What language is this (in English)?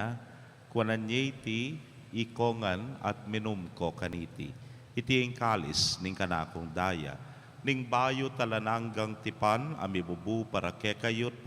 Pampanga